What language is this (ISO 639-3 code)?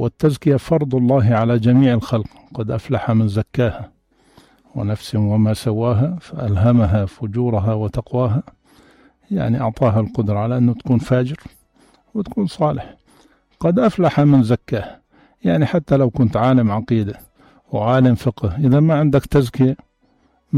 apc